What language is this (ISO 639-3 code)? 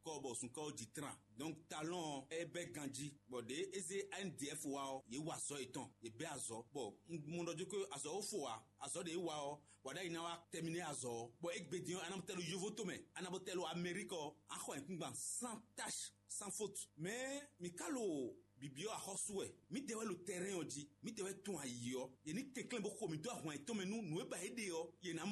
fon